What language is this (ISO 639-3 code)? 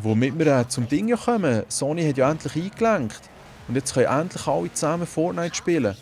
gsw